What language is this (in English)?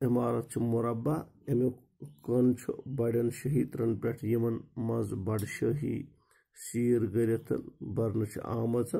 Kashmiri